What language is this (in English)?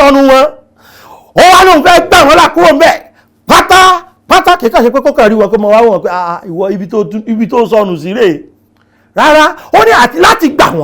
Yoruba